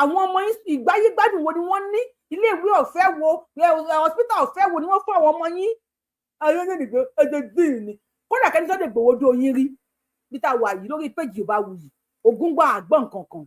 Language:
Yoruba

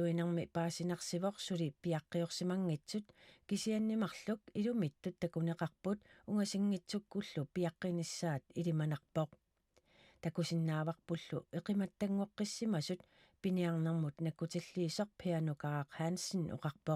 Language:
Kalaallisut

